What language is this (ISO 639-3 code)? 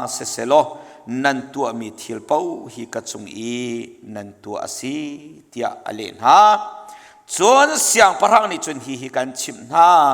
cnh